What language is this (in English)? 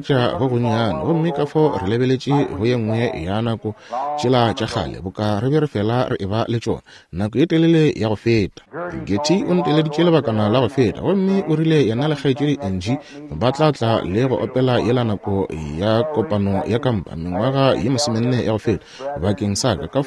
Northern Sotho